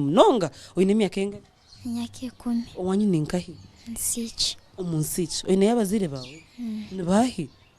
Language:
Nyankole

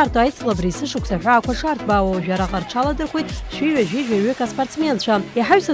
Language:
Abkhazian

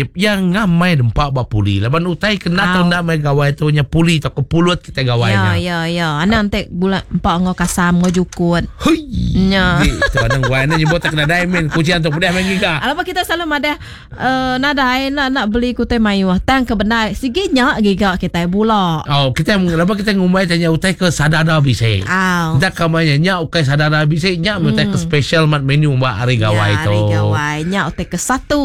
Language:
Iban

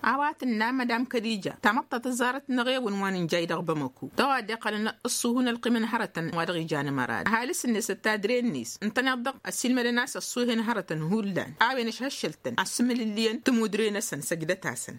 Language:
Tamasheq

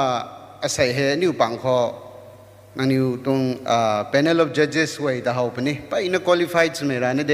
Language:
Rongmei Naga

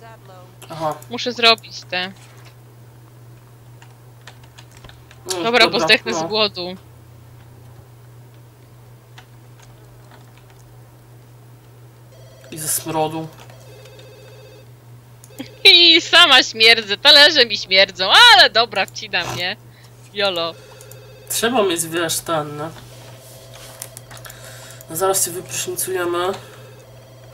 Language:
Polish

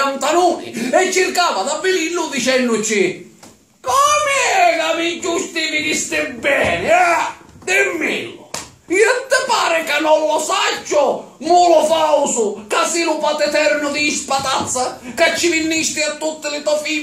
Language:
Sicilian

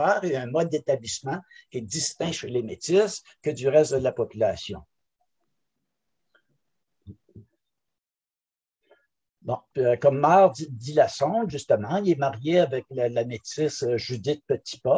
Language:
French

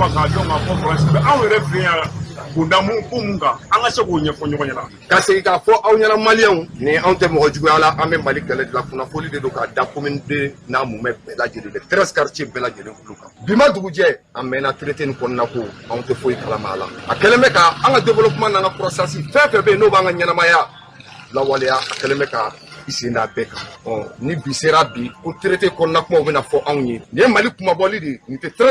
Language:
Bambara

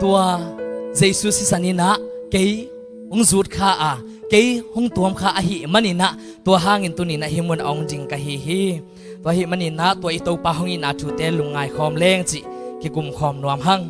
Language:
Tedim Chin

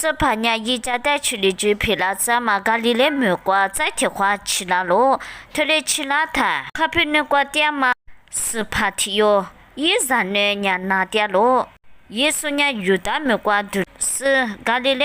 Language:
Lisu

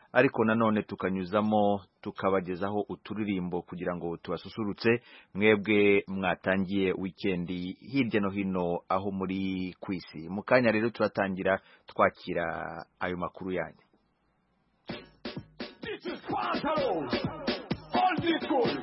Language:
Kinyarwanda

